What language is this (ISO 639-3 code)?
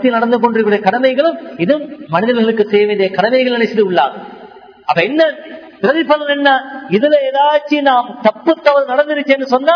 tam